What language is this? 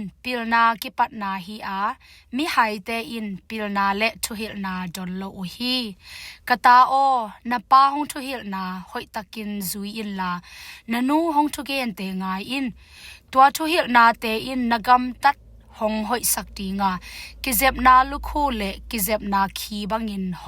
Tedim Chin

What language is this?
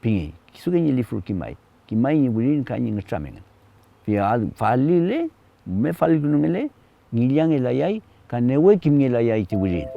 Mapuche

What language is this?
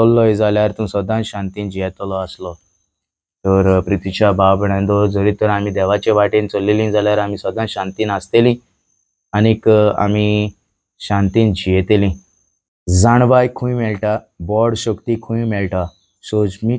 Konkani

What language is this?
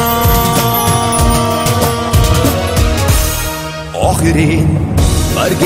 Persian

